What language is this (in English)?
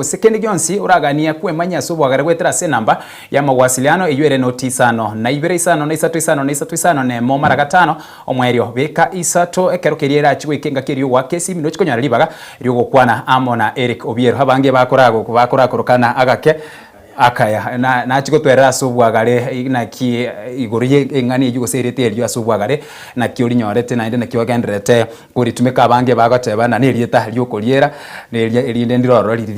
Gusii